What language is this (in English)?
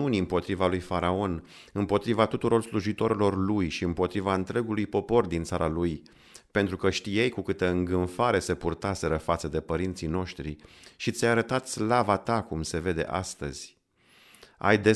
Romanian